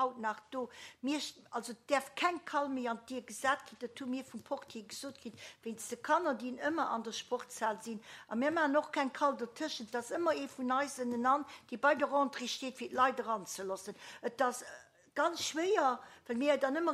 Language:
Luxembourgish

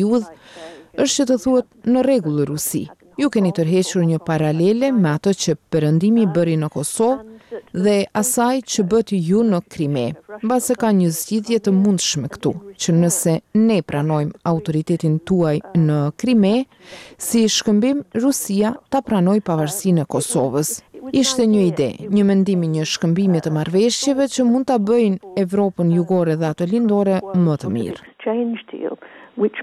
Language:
Albanian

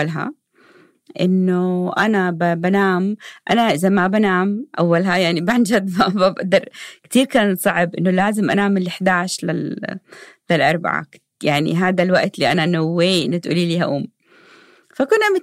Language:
North Levantine Arabic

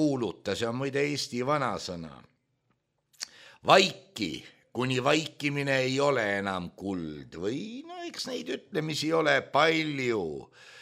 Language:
Estonian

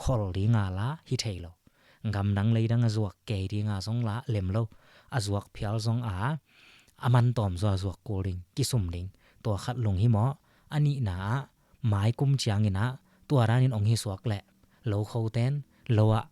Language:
Tedim Chin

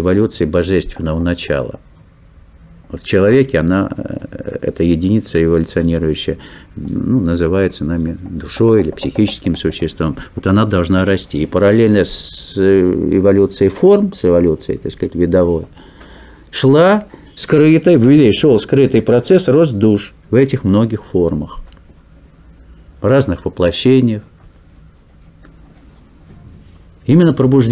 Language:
Russian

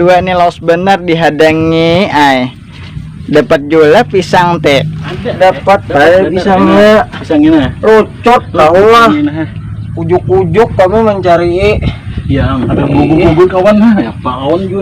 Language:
Banjar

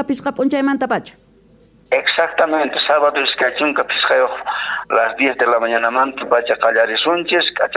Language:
Quechua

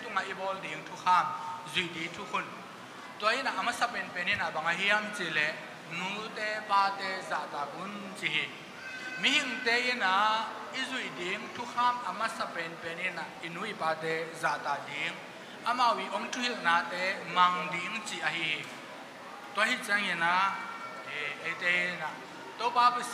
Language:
Tedim Chin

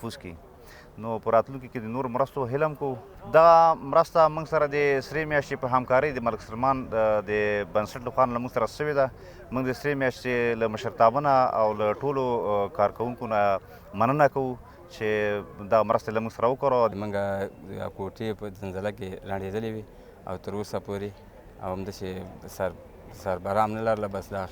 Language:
Pashto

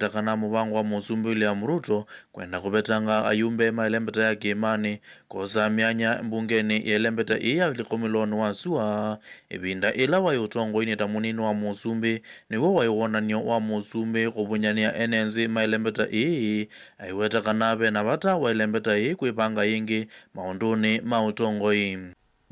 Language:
Kamba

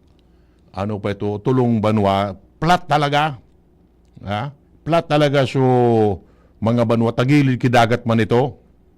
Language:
Bikol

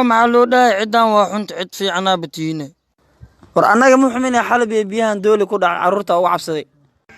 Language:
Somali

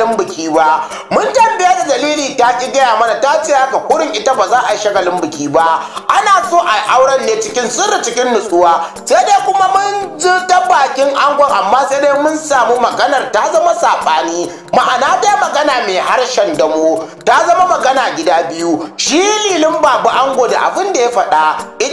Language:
Hausa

